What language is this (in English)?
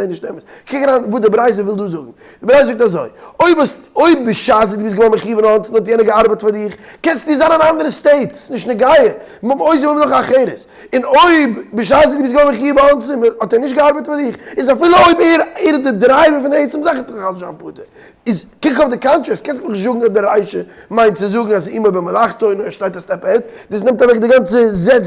Yiddish